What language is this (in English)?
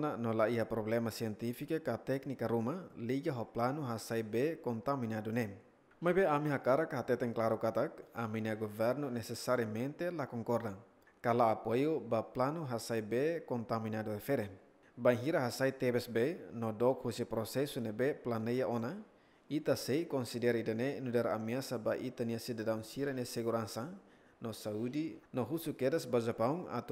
Tetum